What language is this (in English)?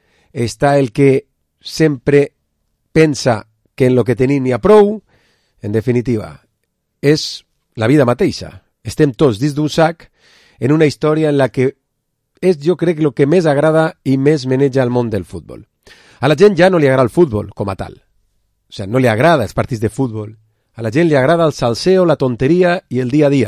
Catalan